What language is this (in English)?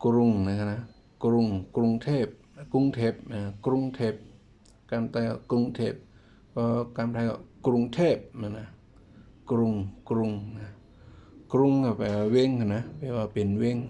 Shan